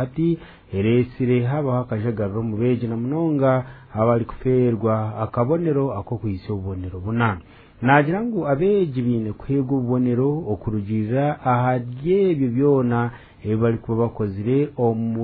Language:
Nyankole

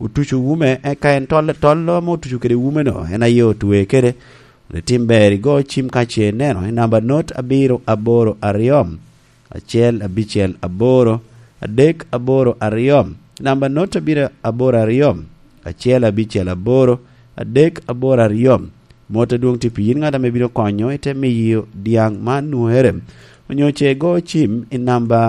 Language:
Lango (Uganda)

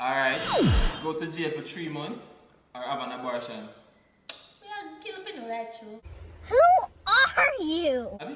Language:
Jamaican Creole English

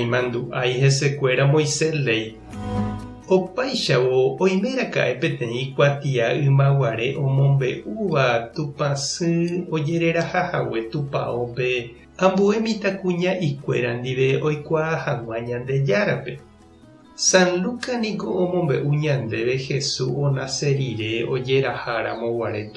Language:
Guarani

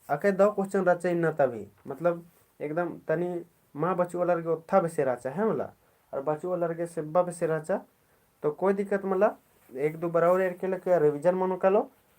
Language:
Kurukh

